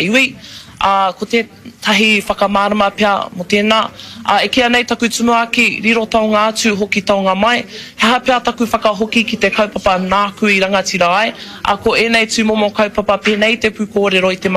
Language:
Māori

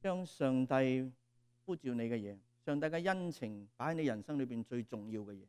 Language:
Cantonese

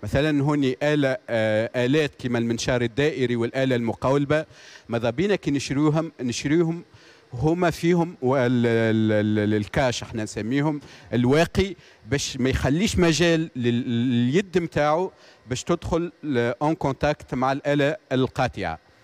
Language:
Tunisian Arabic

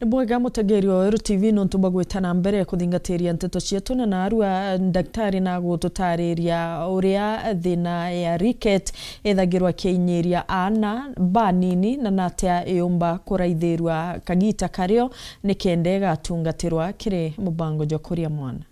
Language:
Meru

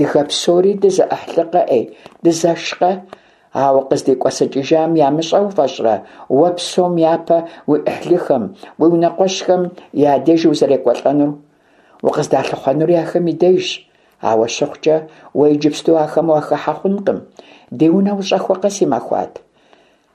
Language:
Kabardian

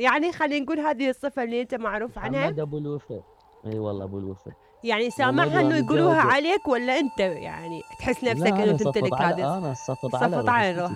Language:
Mesopotamian Arabic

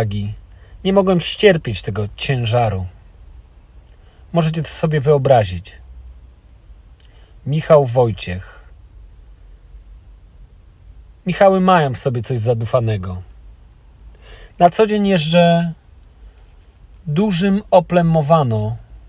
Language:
Polish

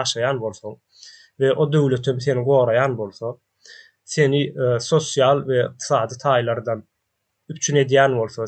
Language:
Turkmen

